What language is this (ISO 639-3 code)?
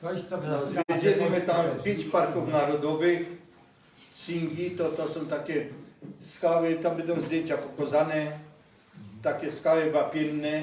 szl